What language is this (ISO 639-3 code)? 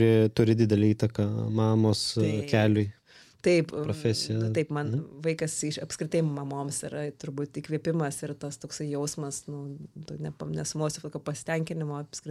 lit